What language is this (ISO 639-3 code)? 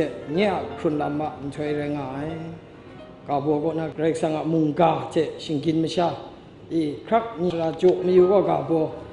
kac